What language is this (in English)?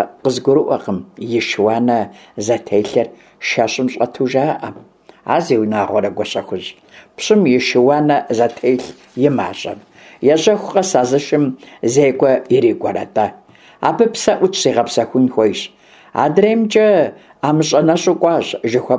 Kabardian